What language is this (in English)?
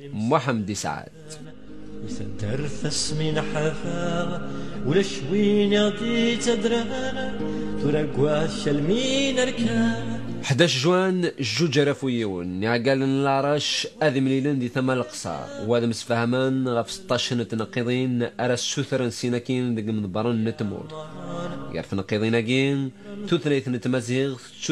Kabyle